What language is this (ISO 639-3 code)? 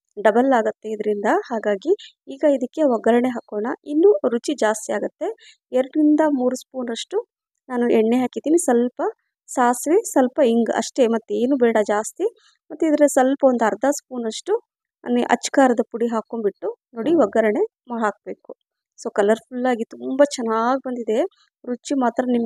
kan